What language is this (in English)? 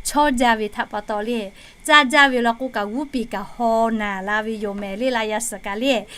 Lahu